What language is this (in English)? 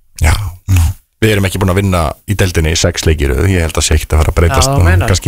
Icelandic